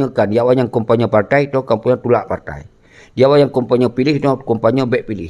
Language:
Achinese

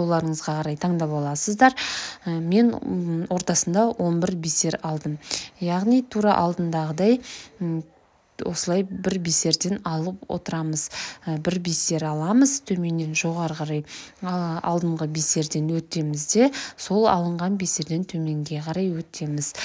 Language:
Kazakh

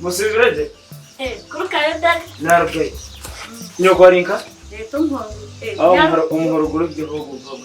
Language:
Nyankole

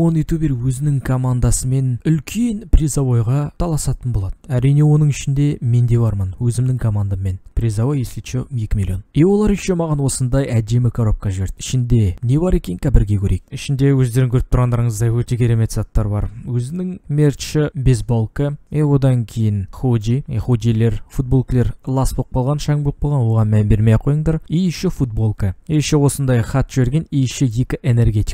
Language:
Kazakh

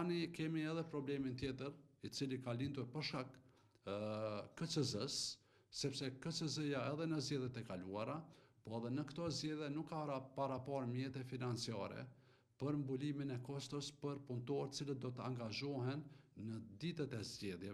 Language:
Albanian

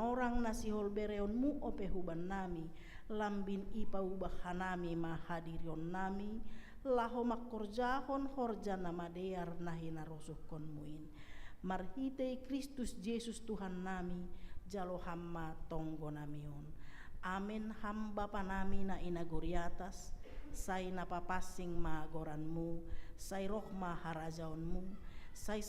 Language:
Batak Simalungun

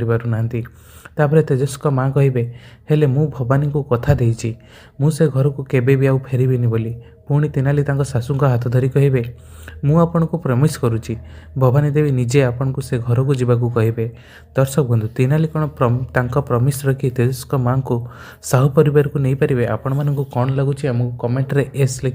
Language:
Odia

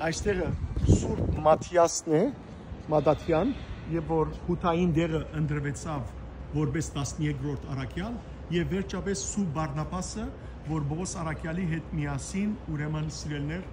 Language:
Western Armenian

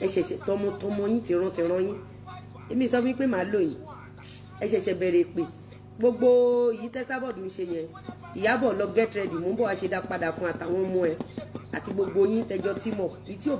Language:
Yoruba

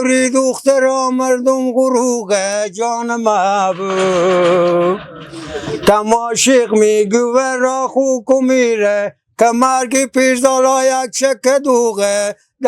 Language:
Persian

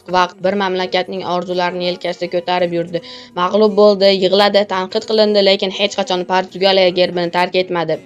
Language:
Uzbek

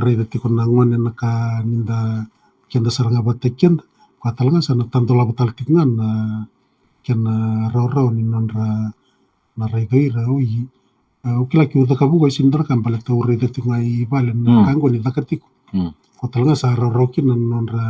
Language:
Fijian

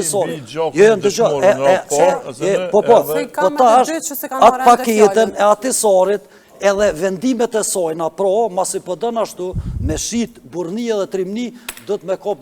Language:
Albanian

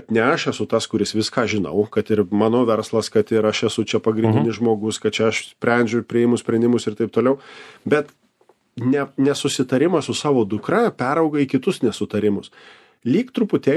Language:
Lithuanian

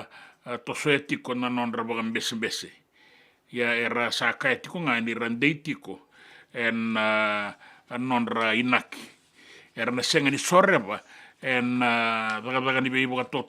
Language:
Fijian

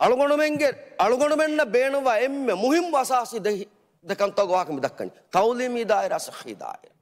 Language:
Divehi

